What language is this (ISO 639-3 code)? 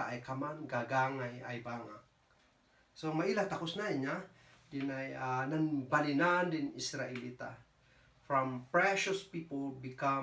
kne